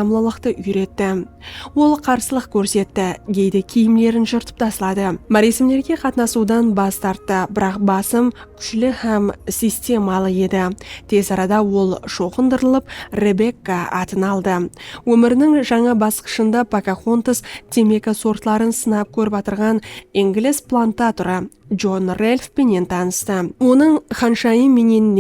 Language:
Kara-Kalpak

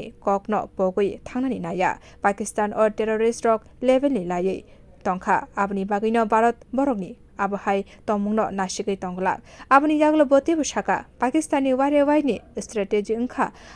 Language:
Kok Borok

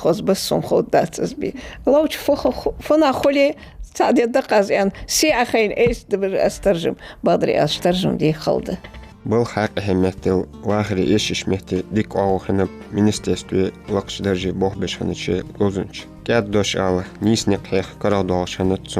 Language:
Ingush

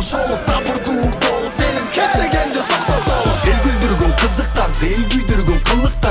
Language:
Kyrgyz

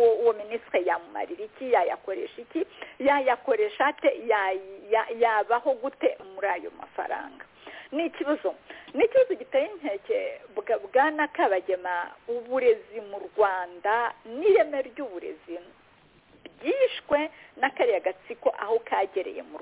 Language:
Kinyarwanda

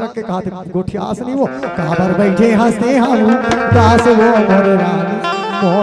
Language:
Chhattisgarhi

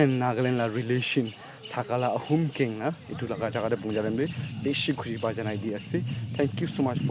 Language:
Naga Pidgin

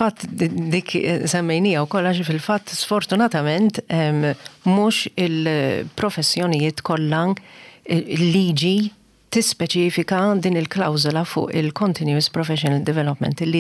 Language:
Maltese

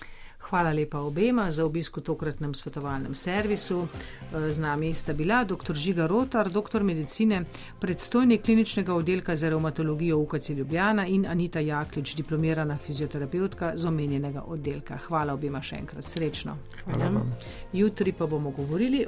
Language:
Slovenian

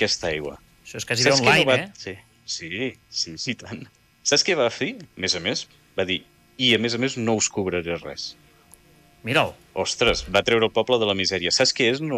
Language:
Catalan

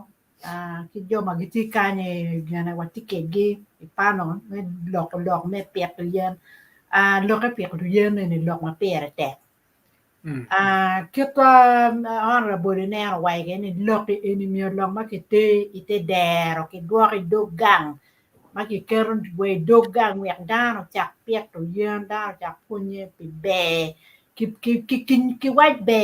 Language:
Acoli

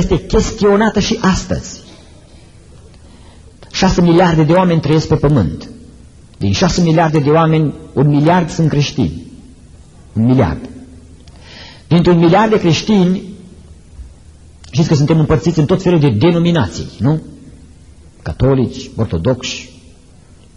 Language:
Romanian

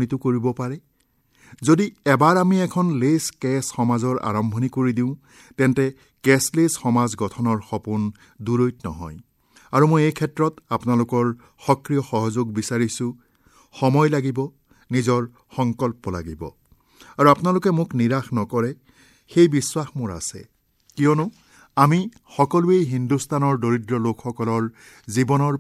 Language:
Assamese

